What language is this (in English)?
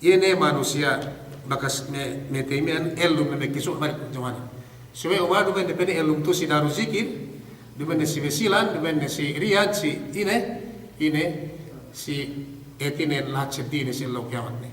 Yakan